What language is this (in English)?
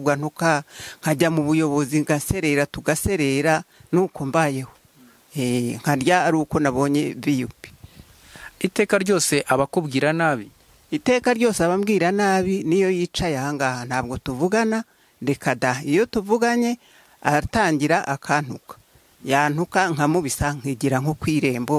Kinyarwanda